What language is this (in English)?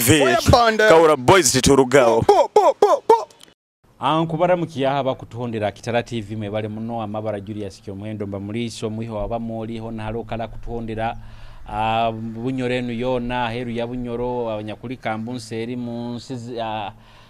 Nyoro